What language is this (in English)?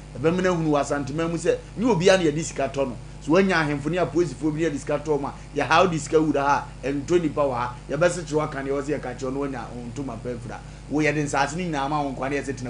Akan